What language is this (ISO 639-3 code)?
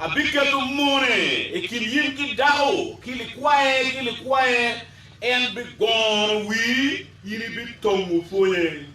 ach